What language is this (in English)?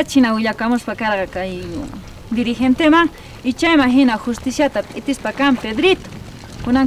South Bolivian Quechua